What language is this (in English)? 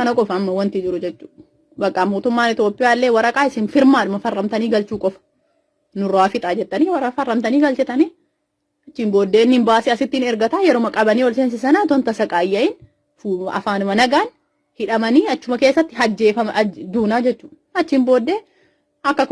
Oromo